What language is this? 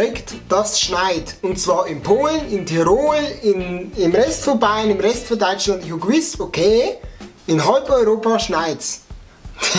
Bavarian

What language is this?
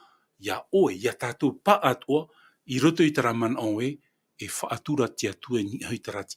Tahitian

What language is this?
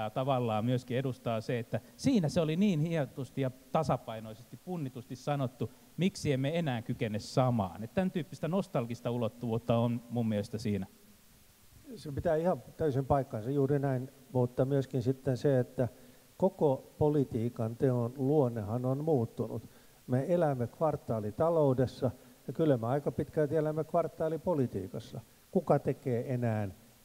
Finnish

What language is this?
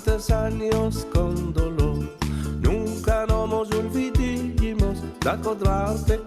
Ladino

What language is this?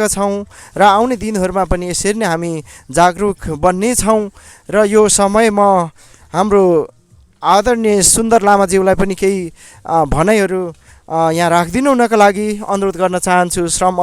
Nepali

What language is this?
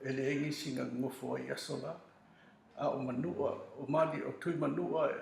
Samoan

